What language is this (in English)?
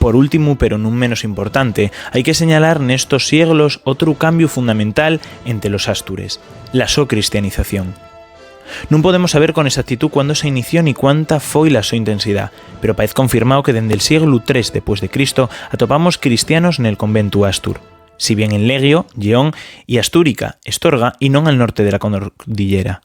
Asturian